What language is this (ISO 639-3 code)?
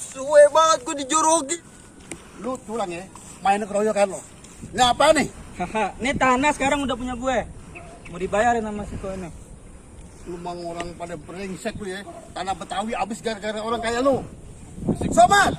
bew